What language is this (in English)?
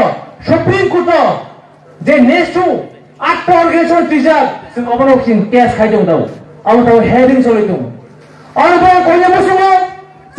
Kok Borok